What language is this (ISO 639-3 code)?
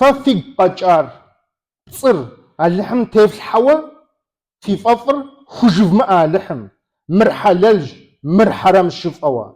kbd